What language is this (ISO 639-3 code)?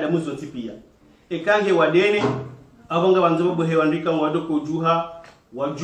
zdj